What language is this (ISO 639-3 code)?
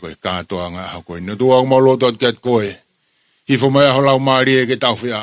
ton